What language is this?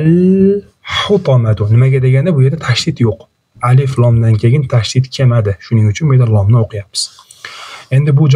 Uzbek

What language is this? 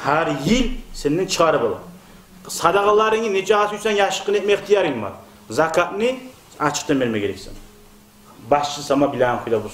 Kumyk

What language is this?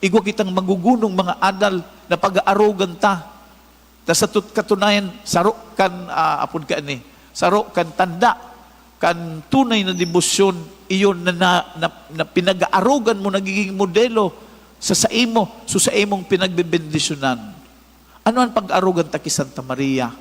Bikol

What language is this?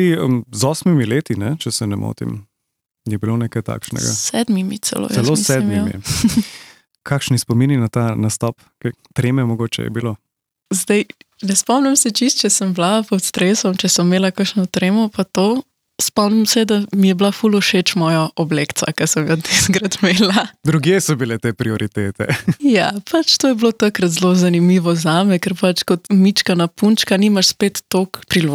Slovenian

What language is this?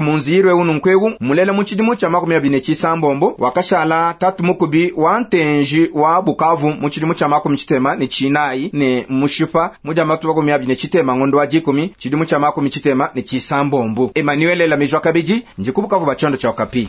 Luba-Lulua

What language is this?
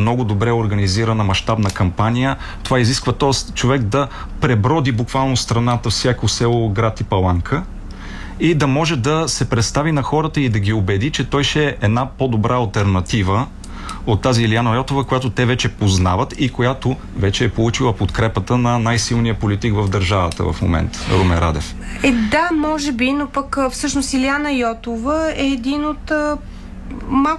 Bulgarian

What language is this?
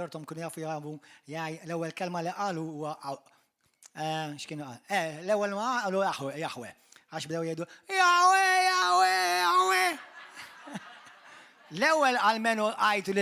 Maltese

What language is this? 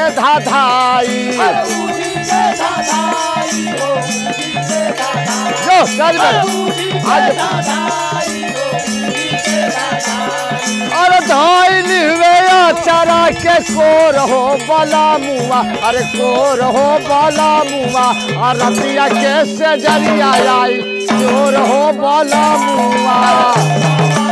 Bhojpuri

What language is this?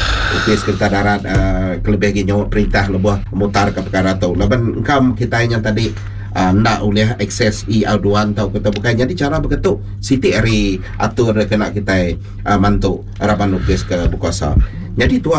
Iban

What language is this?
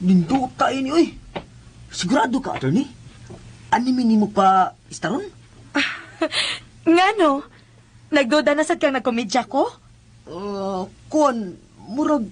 Cebuano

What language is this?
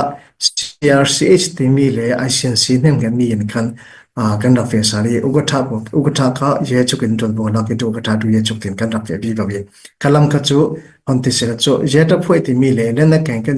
Falam Chin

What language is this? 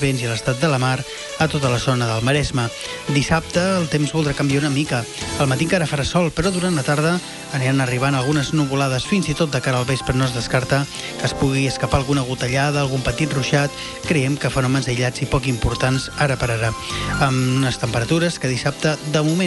Catalan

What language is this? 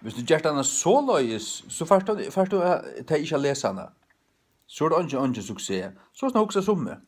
Faroese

